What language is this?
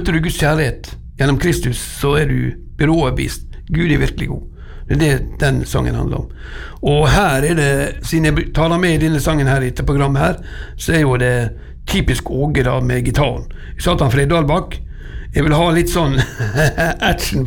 Norwegian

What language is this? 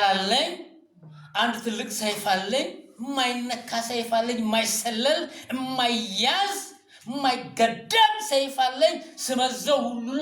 Amharic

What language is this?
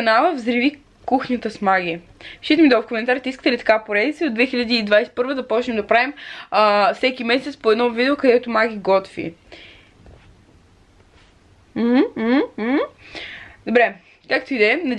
Bulgarian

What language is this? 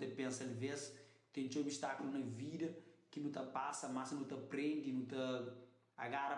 Kabuverdianu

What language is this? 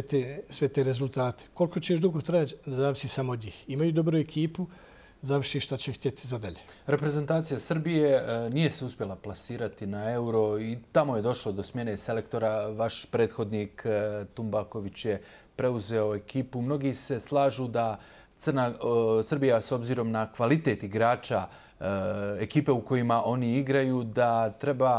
Bosnian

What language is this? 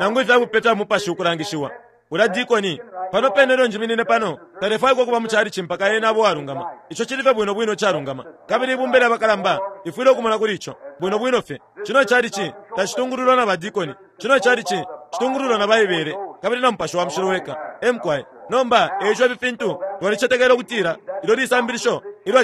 Bemba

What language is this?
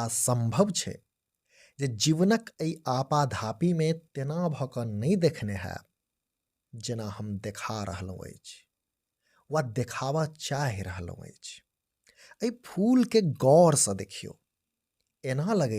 Maithili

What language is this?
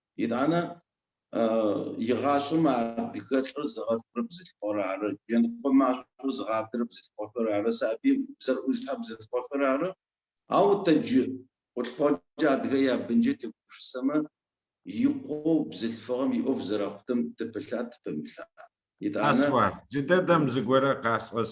Adyghe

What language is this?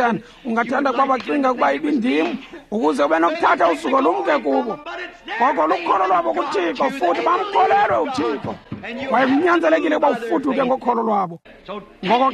Xhosa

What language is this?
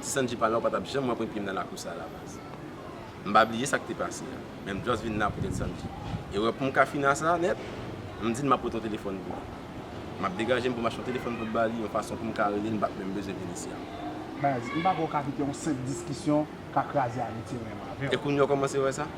Haitian Creole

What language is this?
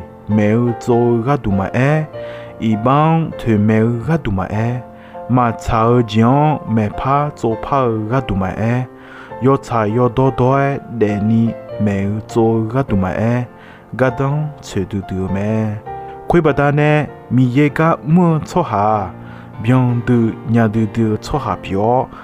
Akha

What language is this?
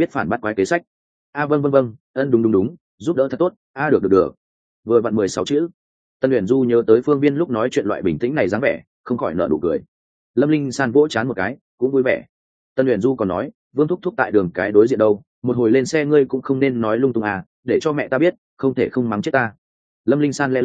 Vietnamese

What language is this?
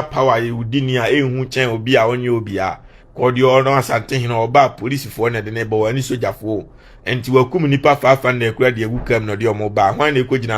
Akan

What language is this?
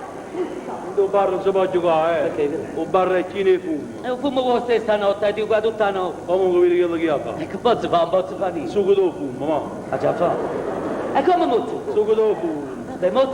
Neapolitan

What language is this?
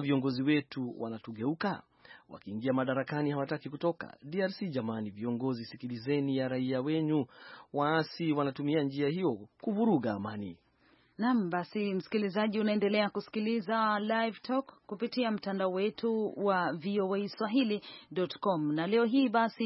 Swahili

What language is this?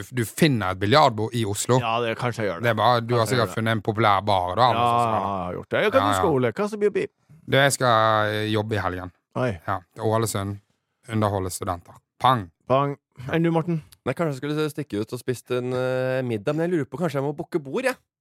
Norwegian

